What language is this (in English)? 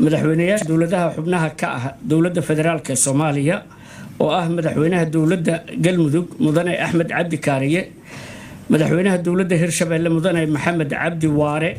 Somali